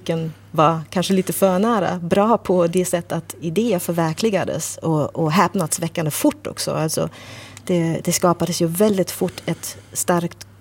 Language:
Swedish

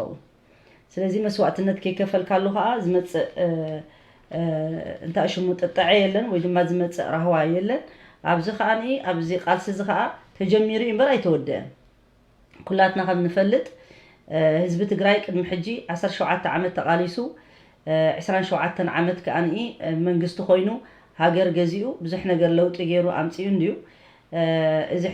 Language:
Tigrinya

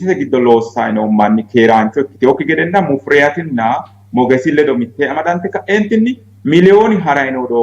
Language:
Sidamo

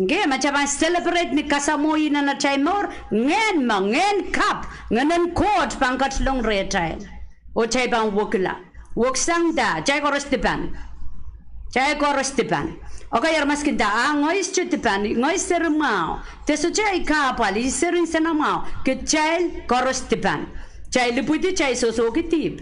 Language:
Pohnpeian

